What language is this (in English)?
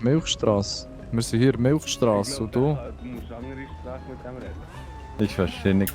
Swiss German